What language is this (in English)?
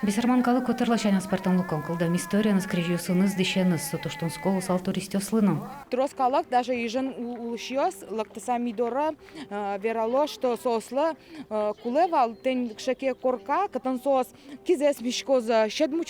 Udmurt